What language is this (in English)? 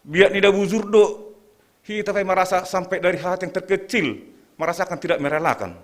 Batak Simalungun